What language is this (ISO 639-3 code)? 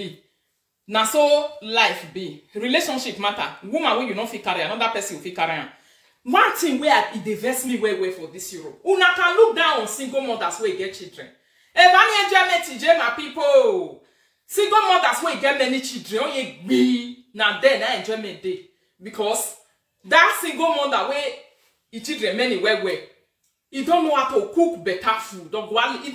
pcm